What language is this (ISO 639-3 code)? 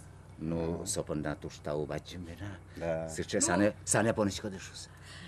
udm